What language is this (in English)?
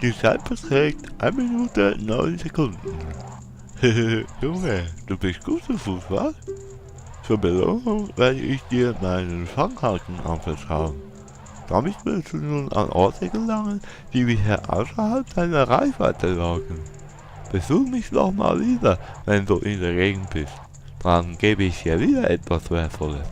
Swiss German